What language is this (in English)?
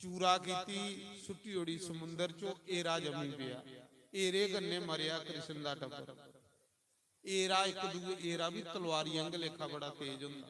Dogri